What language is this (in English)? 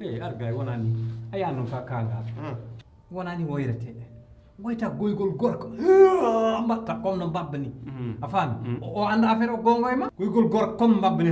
Fula